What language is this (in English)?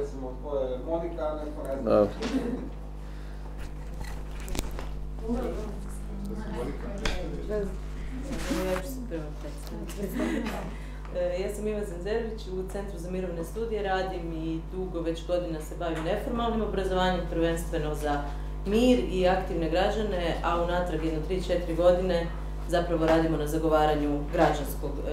Croatian